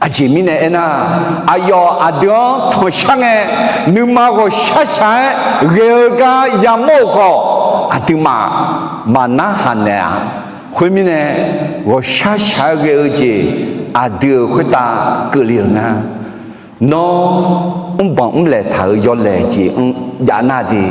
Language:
Akha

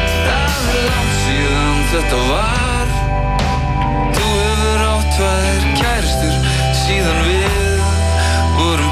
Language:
Icelandic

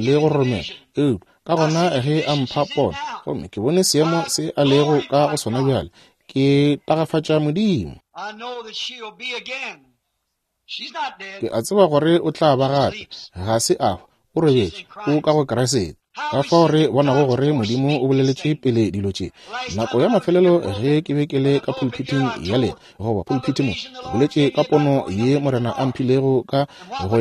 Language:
Northern Sotho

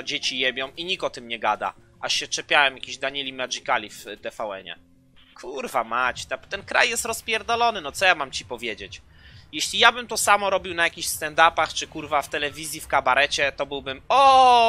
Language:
Polish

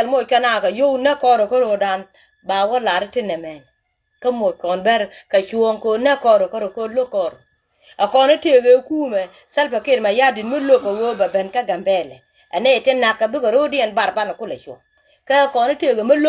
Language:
Nuer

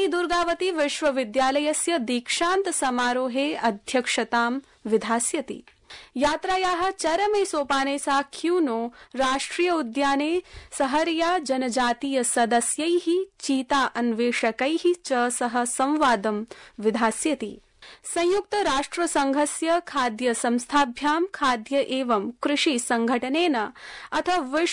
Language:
Sanskrit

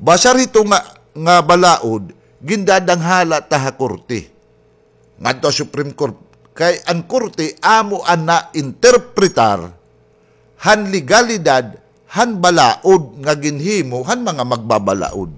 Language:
Waray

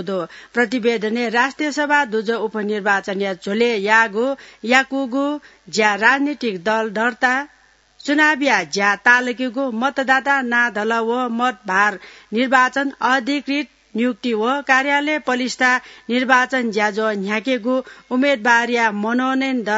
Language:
Newari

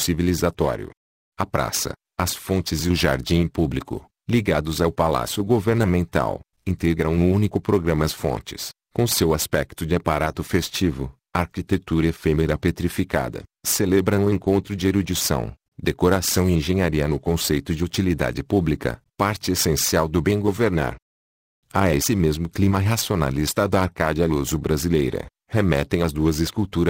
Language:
Portuguese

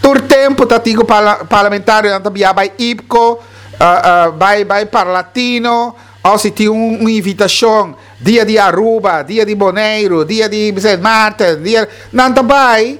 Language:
Papiamento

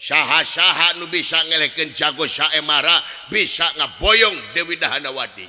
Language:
Sundanese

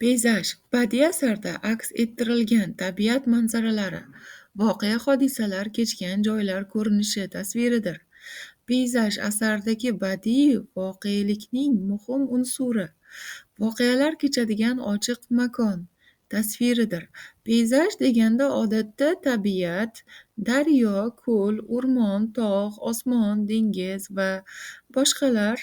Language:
Uzbek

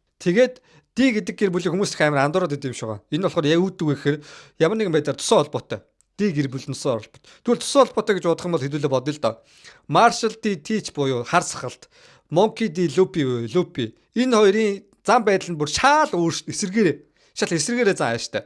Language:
Mongolian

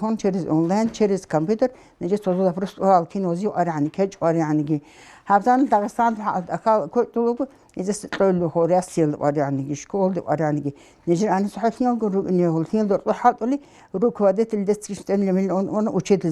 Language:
Avaric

